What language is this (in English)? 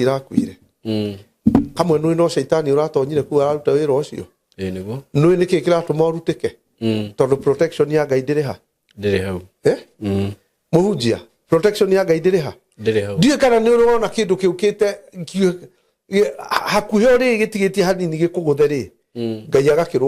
Kikuyu